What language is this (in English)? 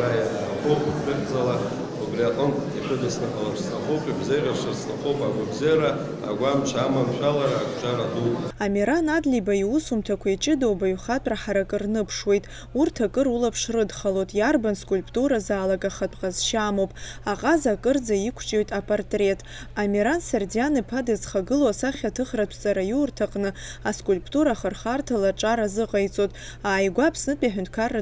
Abkhazian